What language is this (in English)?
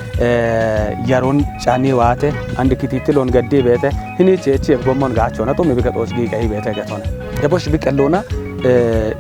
Kafa